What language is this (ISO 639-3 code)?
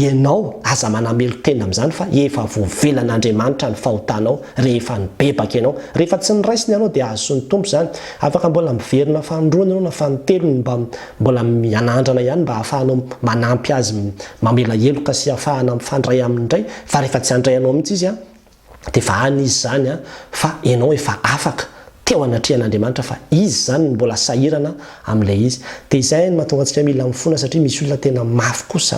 mlg